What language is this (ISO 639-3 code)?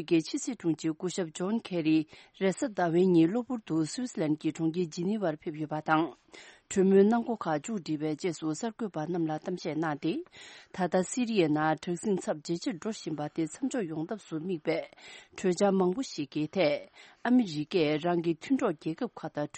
bod